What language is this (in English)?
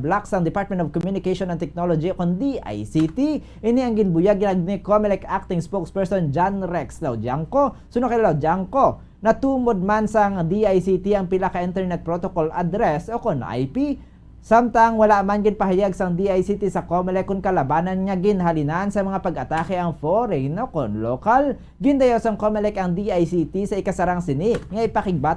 Hiligaynon